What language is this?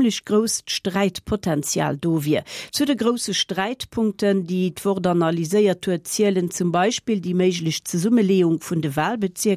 Luxembourgish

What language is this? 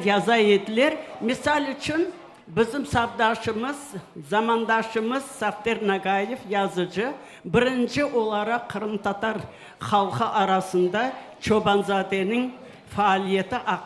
Crimean Tatar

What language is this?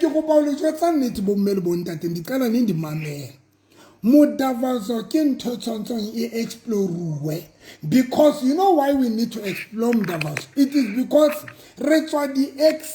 Southern Sotho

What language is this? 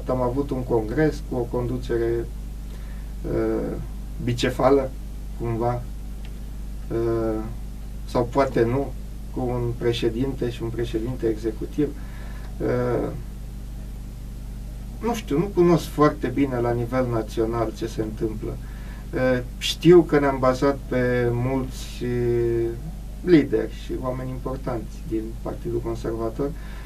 Romanian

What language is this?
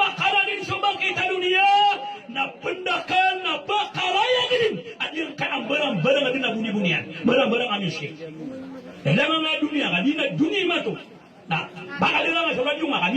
Maranao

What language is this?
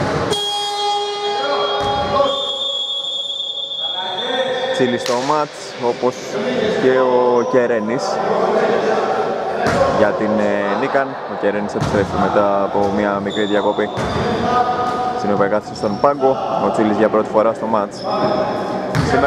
Greek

